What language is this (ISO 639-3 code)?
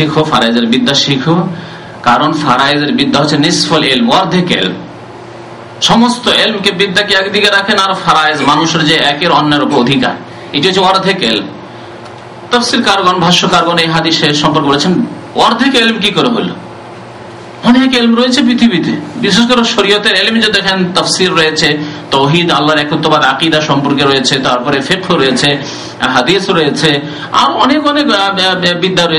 ben